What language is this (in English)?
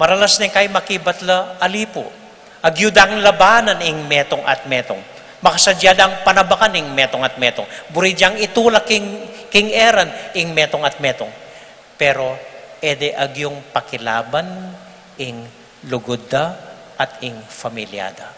Pampanga